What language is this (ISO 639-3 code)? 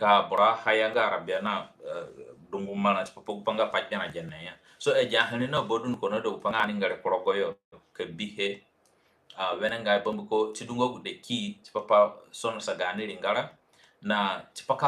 zne